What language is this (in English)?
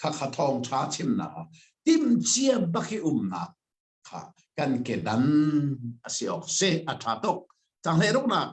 Hakha Chin